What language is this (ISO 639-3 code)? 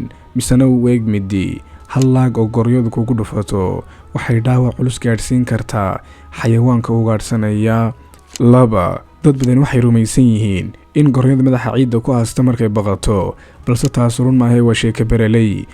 som